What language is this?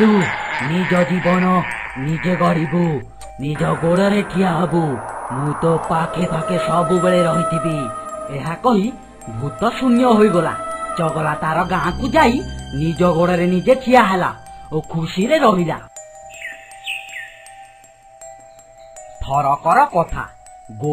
Odia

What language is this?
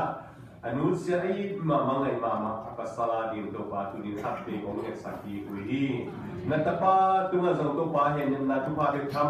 Tedim Chin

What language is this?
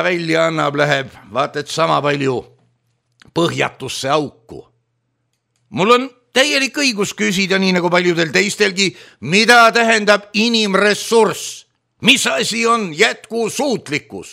Estonian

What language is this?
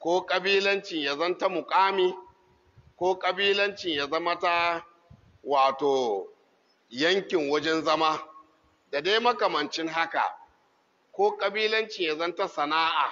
Hausa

